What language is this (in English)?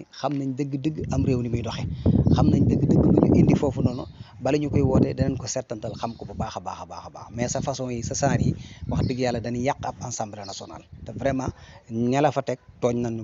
Wolof